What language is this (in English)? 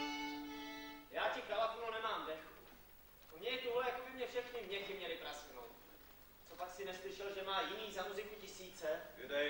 Czech